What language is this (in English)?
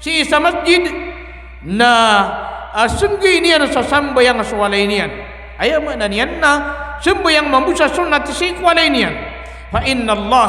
Maranao